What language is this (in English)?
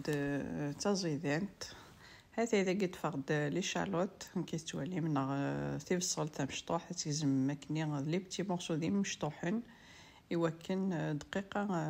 Kabyle